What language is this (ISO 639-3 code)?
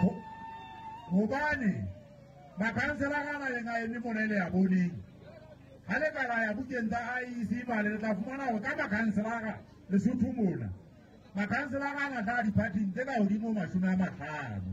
sot